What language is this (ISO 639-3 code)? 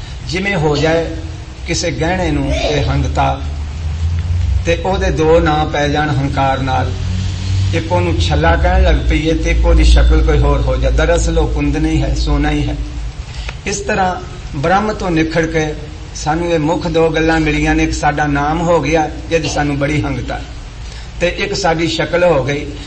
pan